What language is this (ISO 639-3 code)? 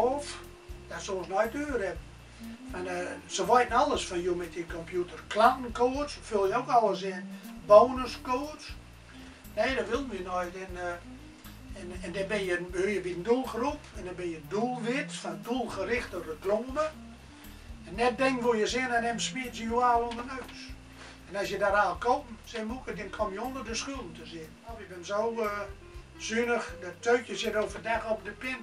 gos